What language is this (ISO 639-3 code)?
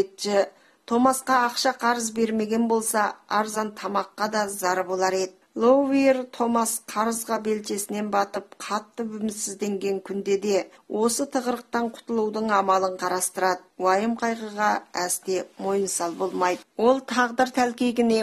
kaz